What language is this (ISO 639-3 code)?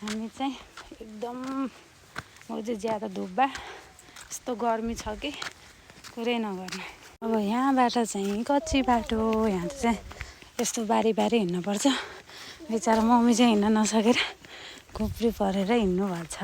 nep